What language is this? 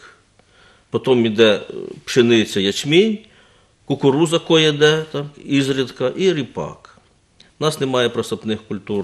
Ukrainian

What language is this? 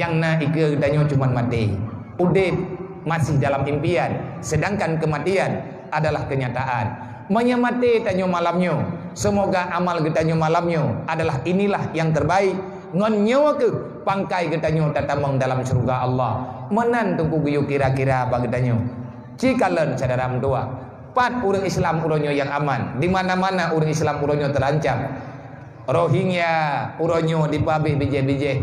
Achinese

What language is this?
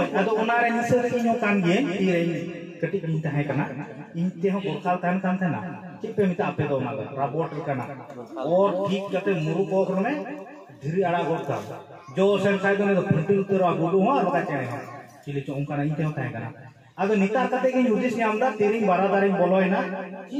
Santali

